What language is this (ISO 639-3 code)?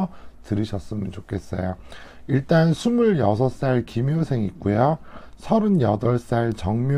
kor